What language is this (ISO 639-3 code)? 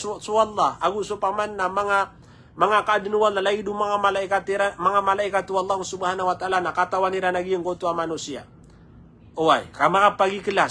mrw